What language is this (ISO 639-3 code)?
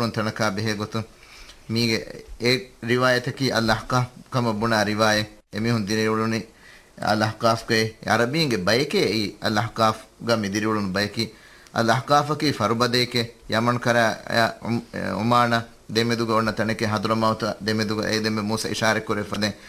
div